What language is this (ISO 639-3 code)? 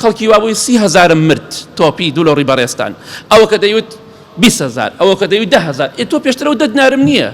ckb